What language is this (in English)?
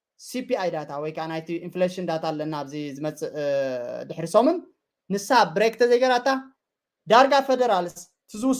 Tigrinya